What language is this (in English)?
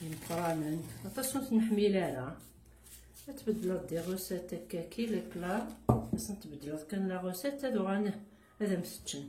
Kabyle